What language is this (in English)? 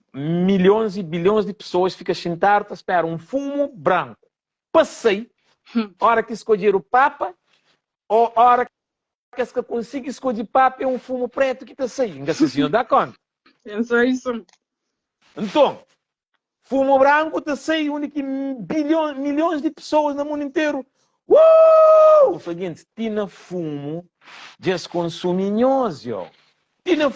Kabuverdianu